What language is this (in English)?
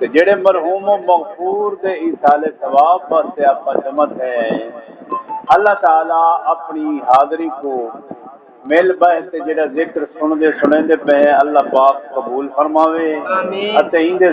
Saraiki